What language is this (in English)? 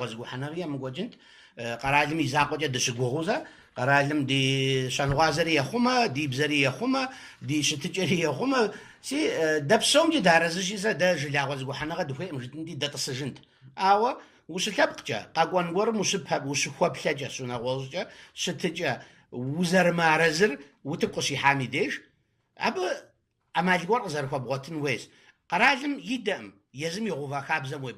Kabardian